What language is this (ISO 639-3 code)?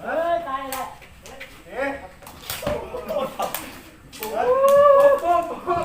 lao